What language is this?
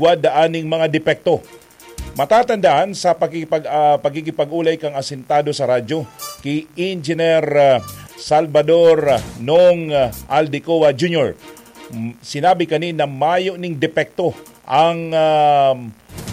Bikol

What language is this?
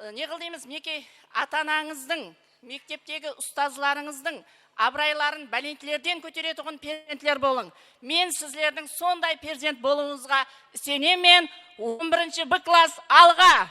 Kara-Kalpak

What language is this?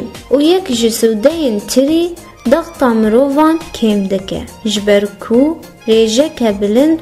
Kurdish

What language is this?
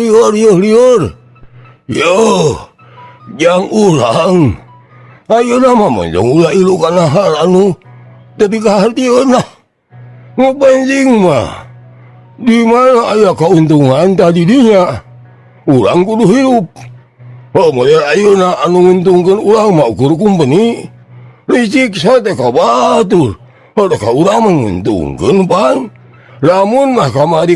Sundanese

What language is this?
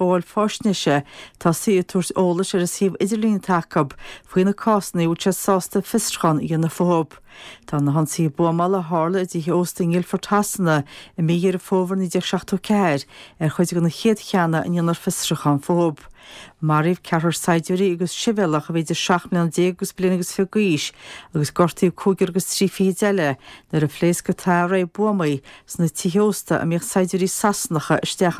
Irish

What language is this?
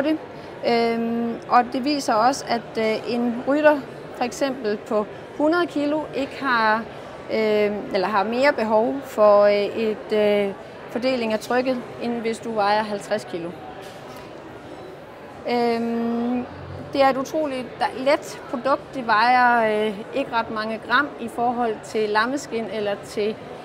Danish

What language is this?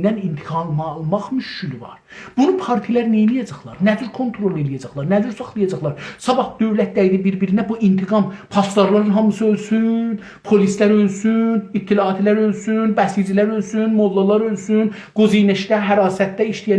South Azerbaijani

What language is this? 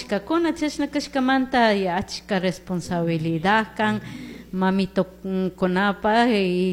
Chimborazo Highland Quichua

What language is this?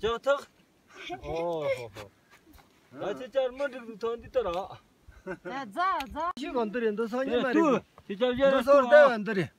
Tibetan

